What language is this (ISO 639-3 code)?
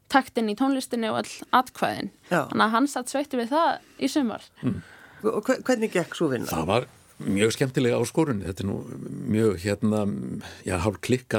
isl